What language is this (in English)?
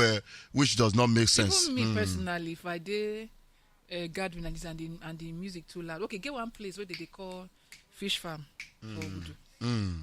Nigerian Pidgin